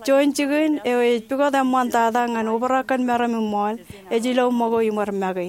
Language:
Marshallese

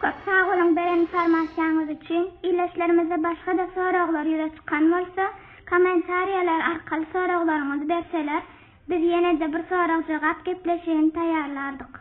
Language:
Turkmen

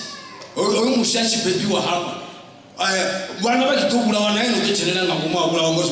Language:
Venda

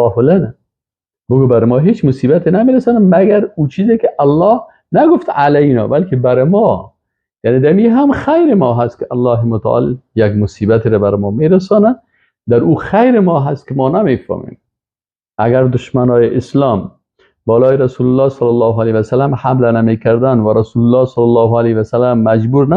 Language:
Persian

